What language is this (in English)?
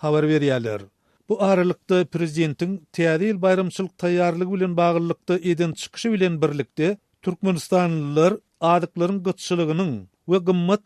Turkmen